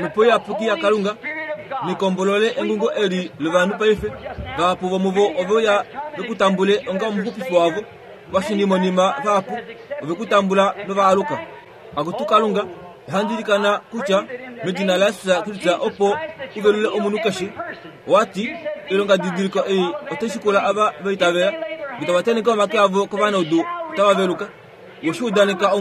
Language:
Kuanyama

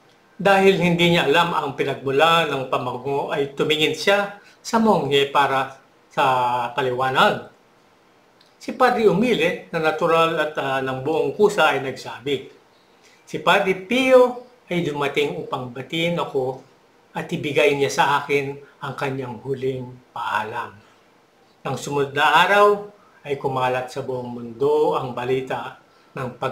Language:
Filipino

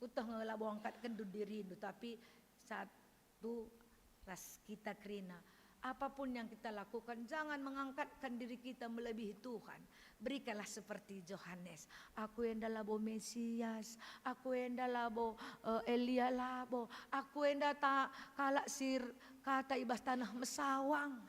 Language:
Batak Karo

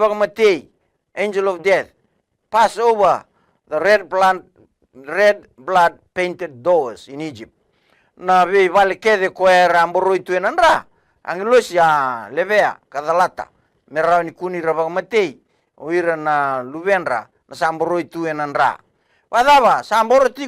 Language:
Fijian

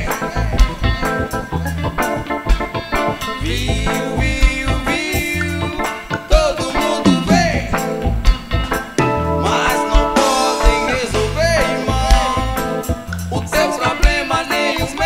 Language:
Portuguese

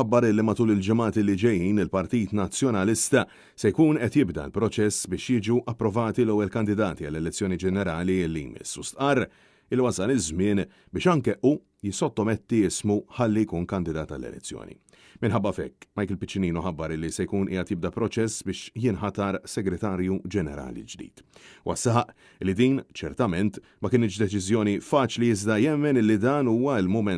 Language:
Maltese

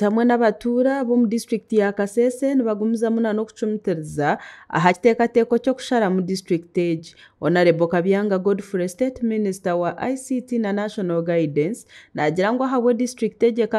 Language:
Nyankole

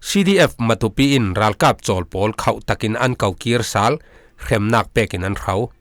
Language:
Falam Chin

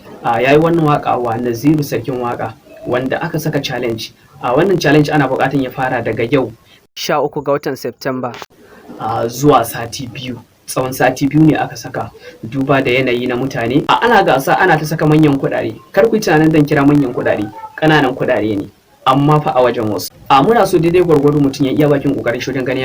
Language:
Hausa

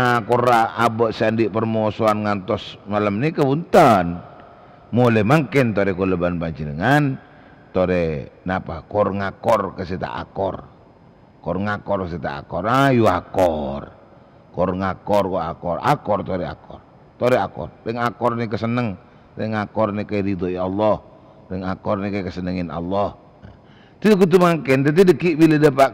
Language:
Madurese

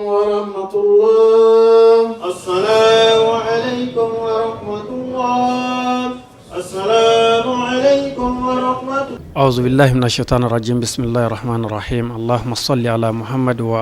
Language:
Bambara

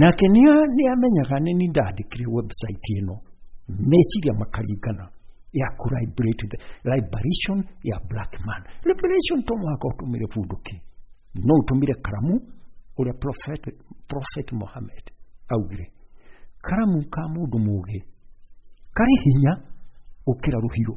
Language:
Kikuyu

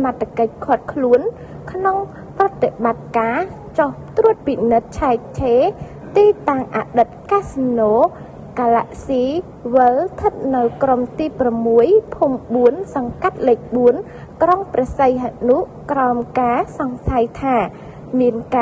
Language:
Khmer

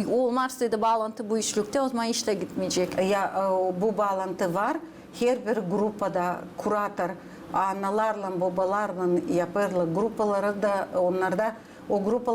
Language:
Gagauz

